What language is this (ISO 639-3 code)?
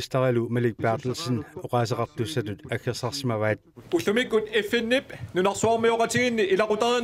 kal